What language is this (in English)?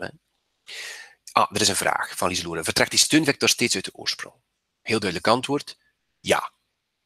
Dutch